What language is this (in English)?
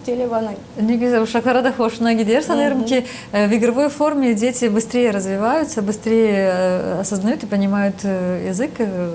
Gagauz